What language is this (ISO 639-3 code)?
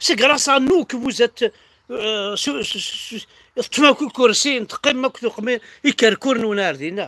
kab